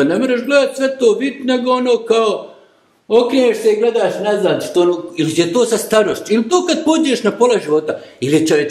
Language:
Bosnian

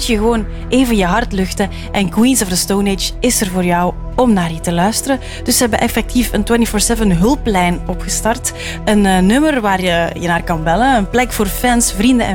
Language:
Dutch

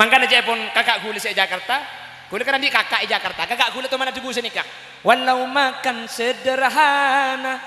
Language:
Madurese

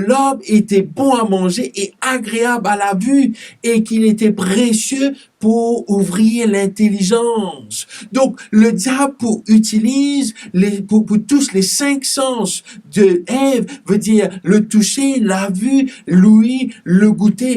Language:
Morisyen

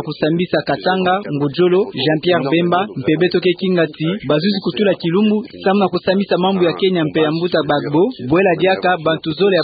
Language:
Kituba (Democratic Republic of Congo)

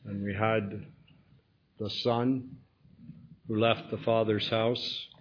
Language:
English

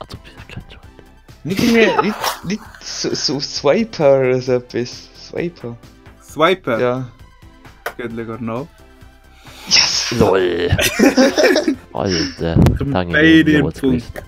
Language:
Swiss German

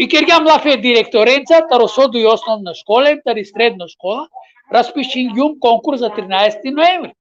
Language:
Balkan Romani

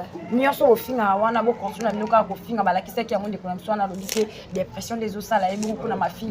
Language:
Lingala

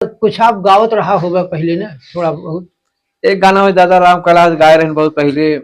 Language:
Awadhi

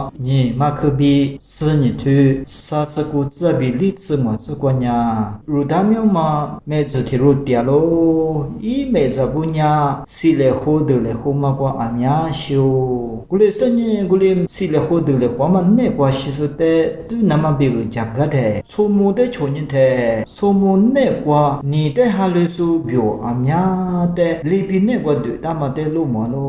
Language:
Lisu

